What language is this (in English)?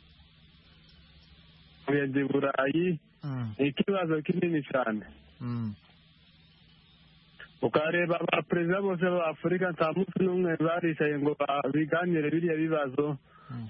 Kinyarwanda